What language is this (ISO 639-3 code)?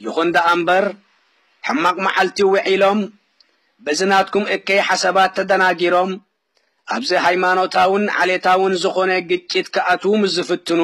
tir